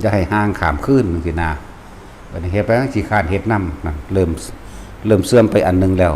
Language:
Northeastern Thai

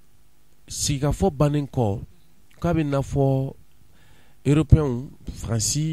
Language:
Bambara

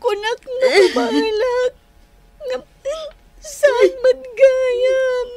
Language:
Iloko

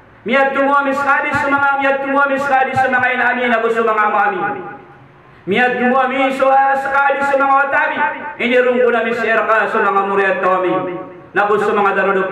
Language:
Maranao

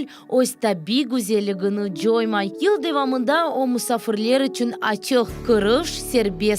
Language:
Crimean Tatar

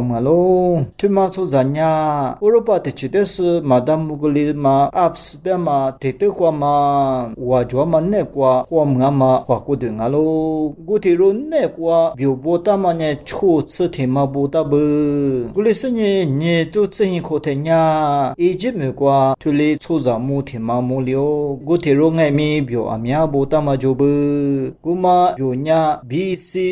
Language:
Lisu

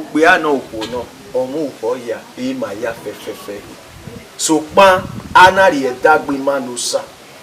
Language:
Bini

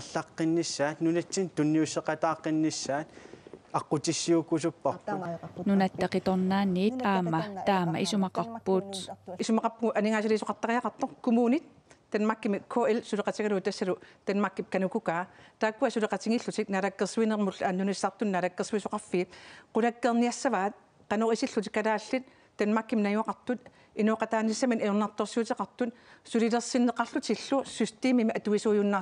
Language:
Kalaallisut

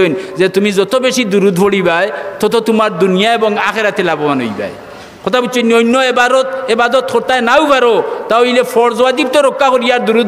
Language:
Sylheti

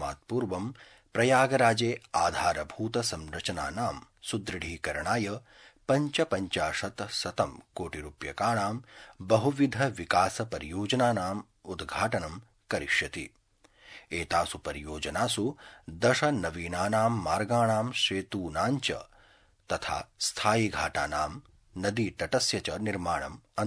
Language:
Sanskrit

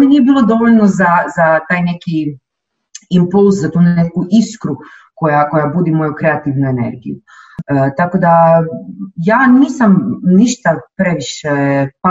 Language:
Croatian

